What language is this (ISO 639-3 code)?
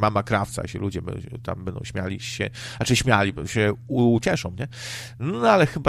pol